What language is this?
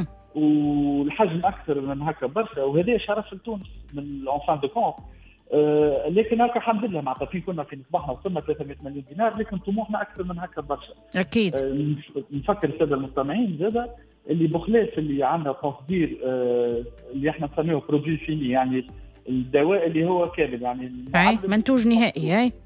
Tunisian Arabic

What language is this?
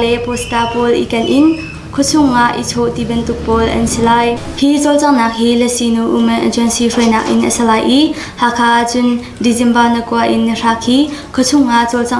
Hakha Chin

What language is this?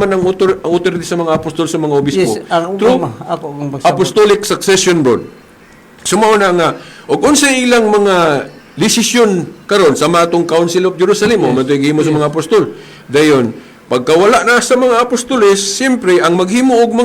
Cebuano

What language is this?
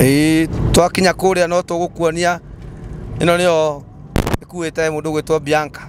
Kikuyu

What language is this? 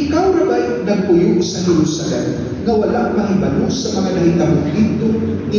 Cebuano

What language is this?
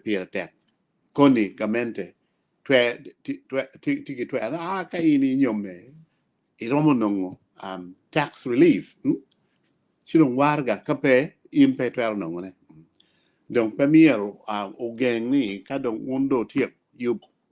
Acoli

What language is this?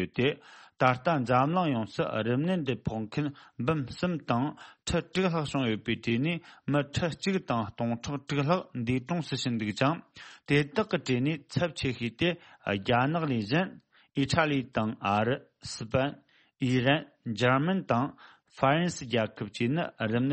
Tibetan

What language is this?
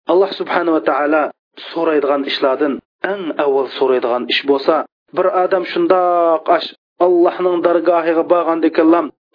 Uyghur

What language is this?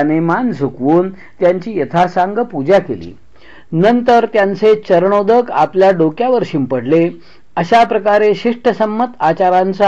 Marathi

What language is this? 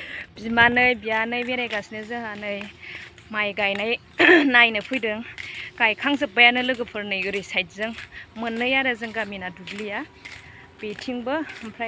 Bodo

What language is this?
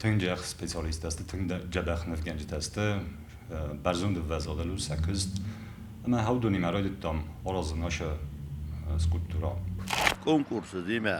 Ossetic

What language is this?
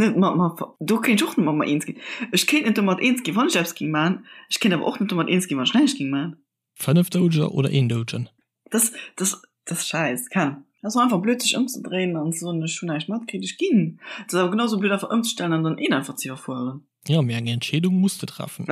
Luxembourgish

